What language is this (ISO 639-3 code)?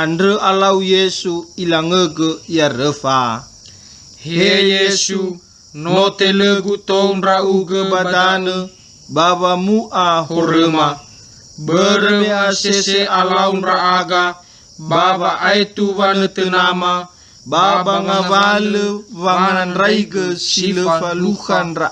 nia